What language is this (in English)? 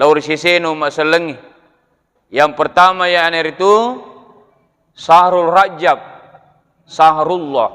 Buginese